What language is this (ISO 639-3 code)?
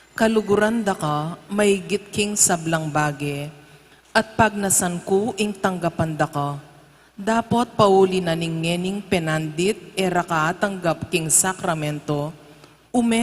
pam